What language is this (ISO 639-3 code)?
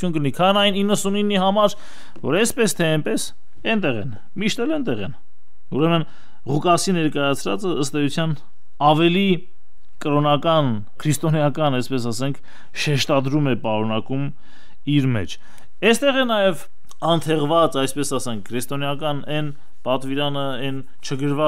hye